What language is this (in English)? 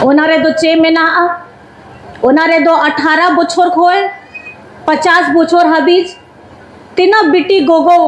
Santali